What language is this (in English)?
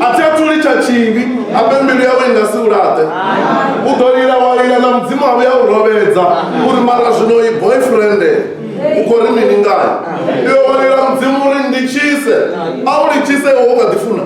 Venda